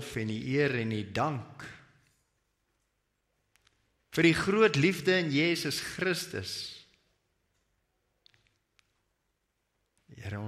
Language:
Afrikaans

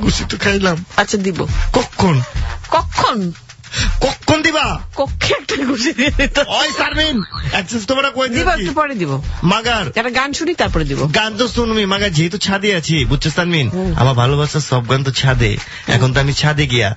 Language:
Bangla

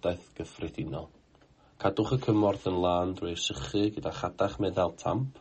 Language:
Welsh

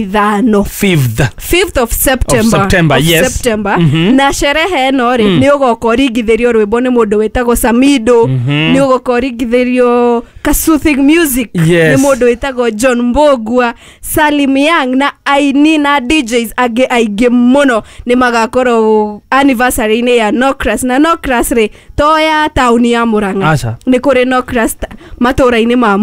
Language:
Kikuyu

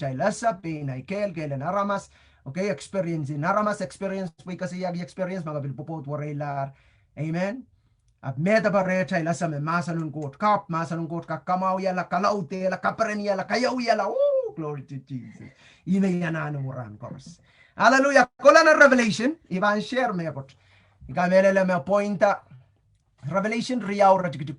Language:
Pohnpeian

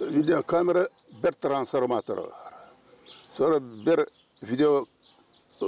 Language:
Gagauz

